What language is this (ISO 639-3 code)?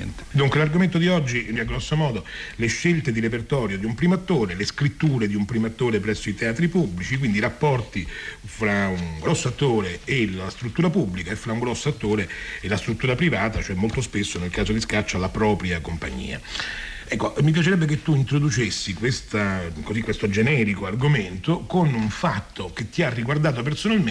ita